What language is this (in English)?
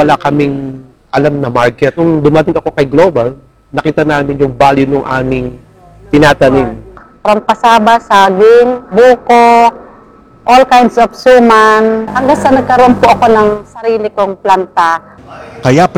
Filipino